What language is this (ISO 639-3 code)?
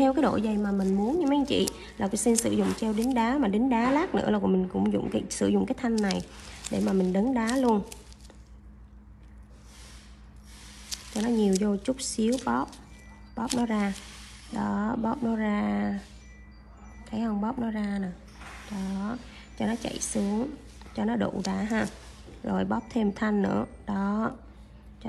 vie